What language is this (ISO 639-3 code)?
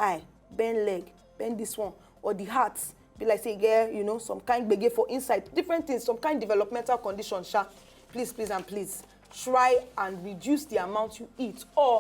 pcm